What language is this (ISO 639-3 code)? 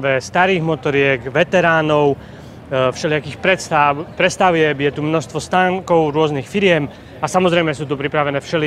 slk